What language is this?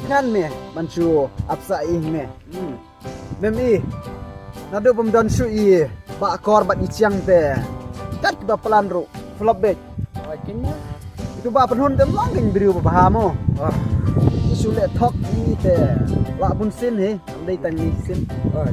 Khasi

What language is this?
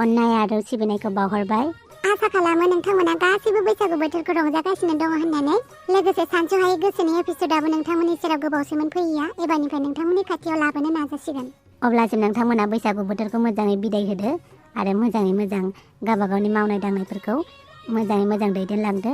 Bodo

